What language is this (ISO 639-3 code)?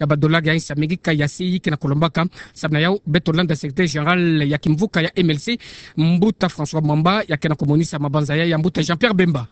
ktu